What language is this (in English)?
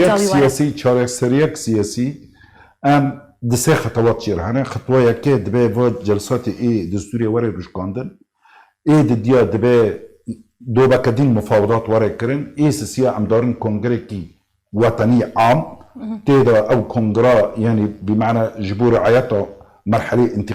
Kurdish